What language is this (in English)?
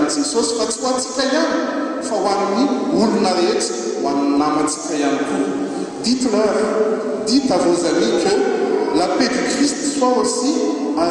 Malagasy